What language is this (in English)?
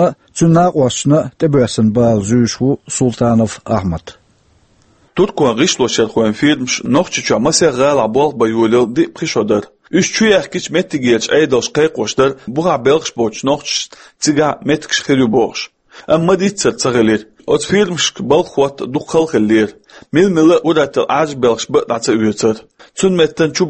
Chechen